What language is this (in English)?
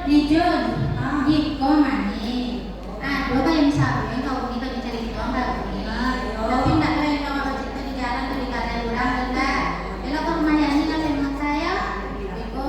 Minangkabau